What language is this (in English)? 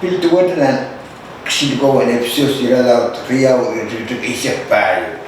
Pohnpeian